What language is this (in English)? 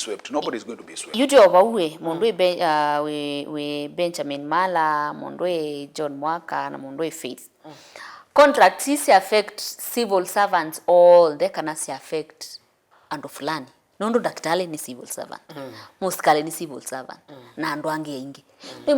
Kamba